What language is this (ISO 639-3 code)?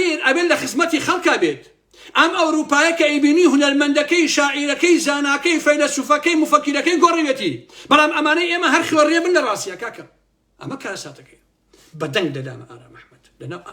ckb